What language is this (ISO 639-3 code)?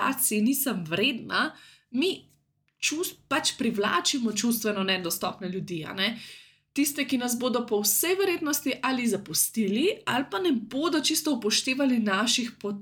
slv